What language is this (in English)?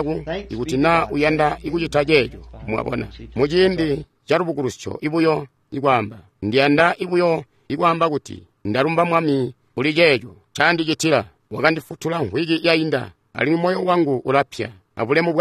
Tonga (Zambia)